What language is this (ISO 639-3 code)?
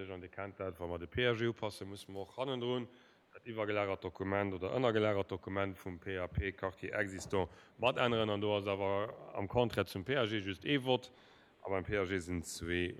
ltz